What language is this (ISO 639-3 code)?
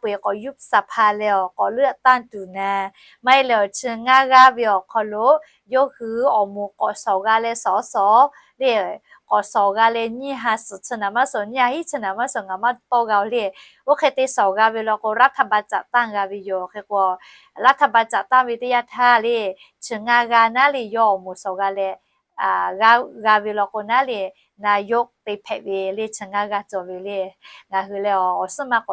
lhu